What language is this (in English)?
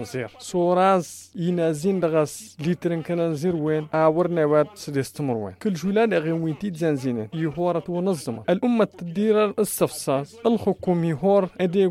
Tamasheq